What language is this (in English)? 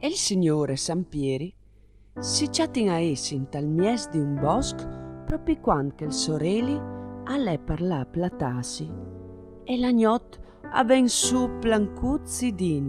Friulian